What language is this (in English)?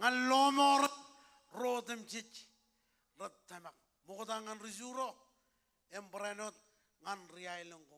Marshallese